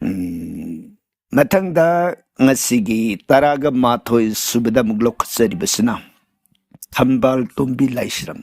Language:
Manipuri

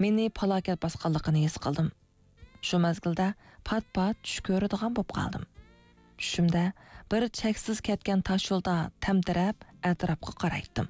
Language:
Uyghur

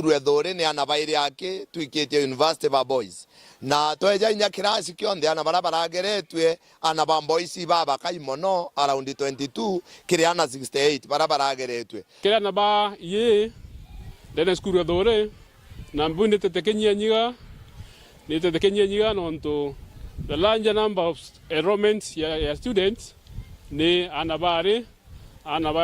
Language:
Meru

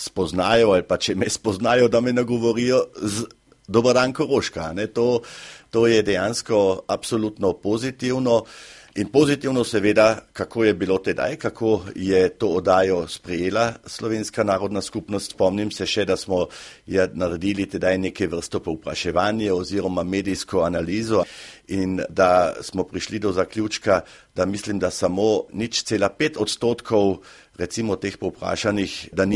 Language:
Slovenian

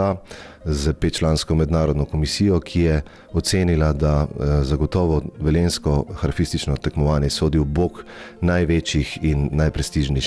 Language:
Slovenian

